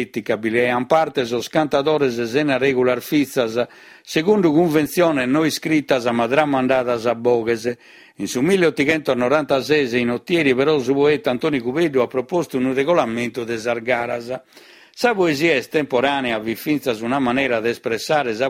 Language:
Sardinian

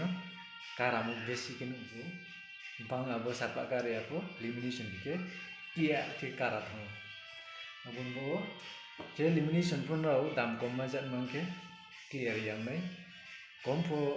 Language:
Riang (India)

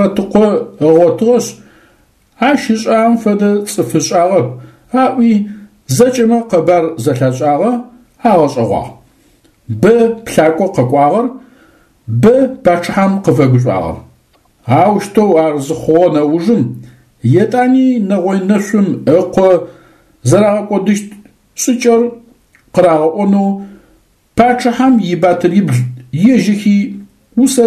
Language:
Adyghe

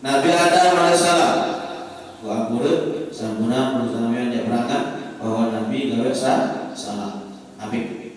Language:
Sasak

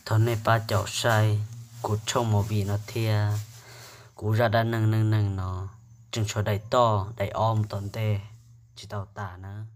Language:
Hmong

